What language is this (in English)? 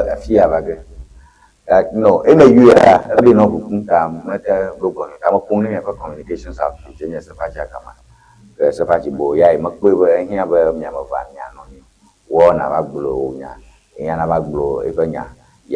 Ewe